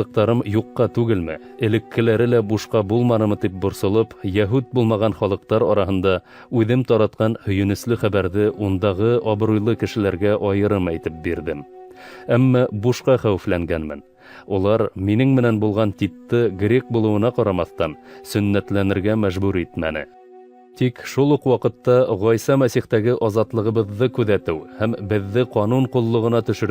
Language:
Bashkir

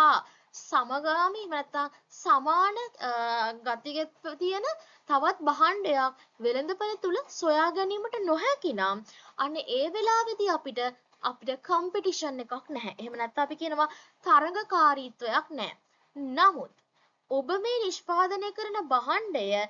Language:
Sinhala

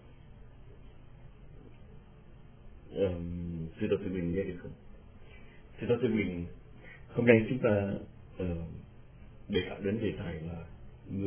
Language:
Vietnamese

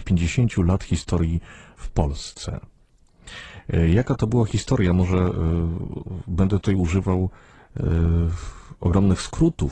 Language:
Polish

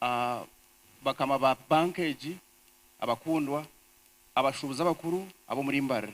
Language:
Nyankole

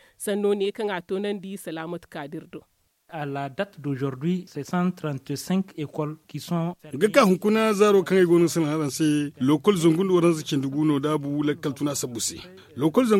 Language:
Zarma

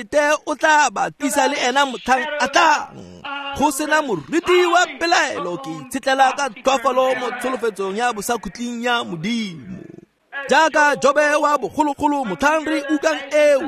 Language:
Tswana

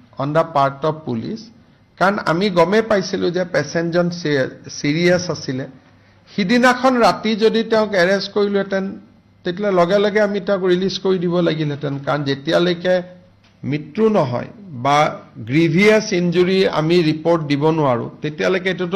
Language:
Assamese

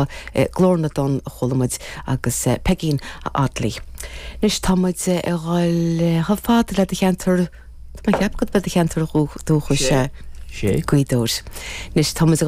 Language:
Irish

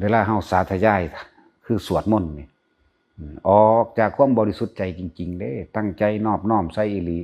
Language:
Northeastern Thai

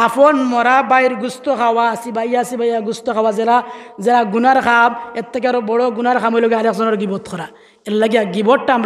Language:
Sylheti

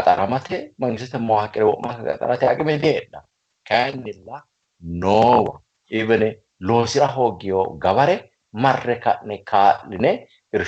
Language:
Sidamo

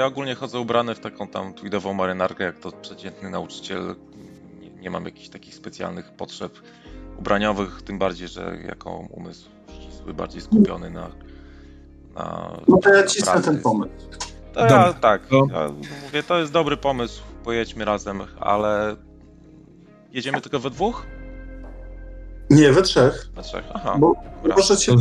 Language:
Polish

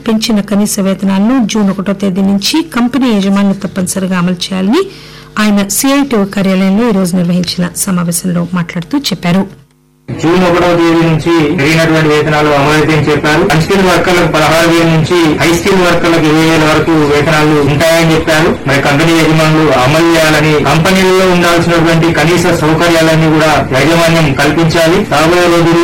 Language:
Telugu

